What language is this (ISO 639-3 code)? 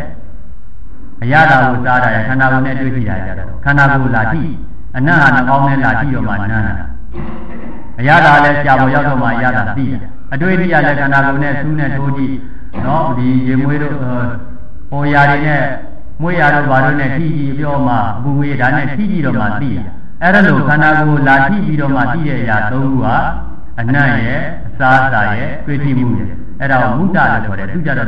mya